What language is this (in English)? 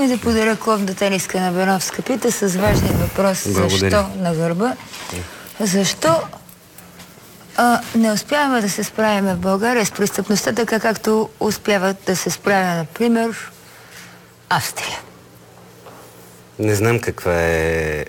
Bulgarian